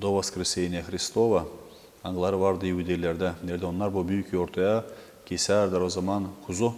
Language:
Gagauz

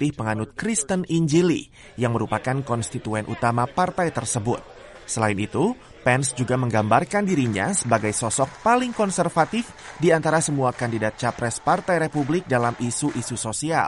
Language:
Indonesian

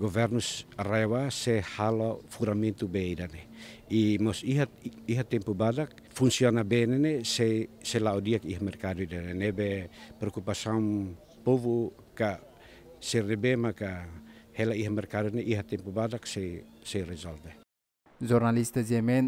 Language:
Tetum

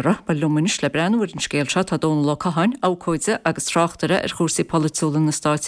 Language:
Irish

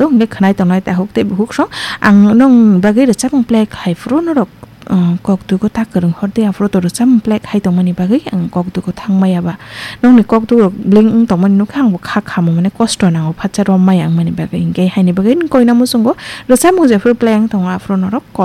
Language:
Kok Borok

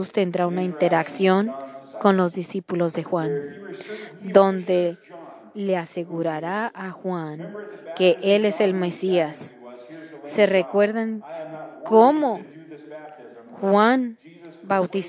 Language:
Spanish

